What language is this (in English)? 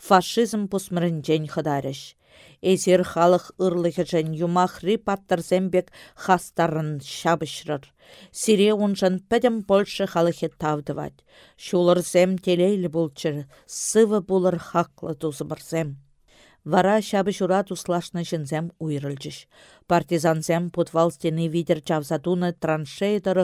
Chuvash